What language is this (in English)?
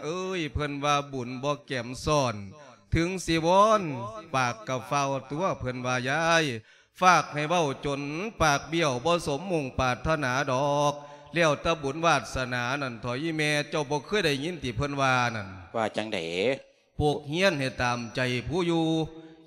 Lao